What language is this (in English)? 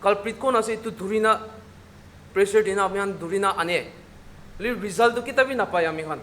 Naga Pidgin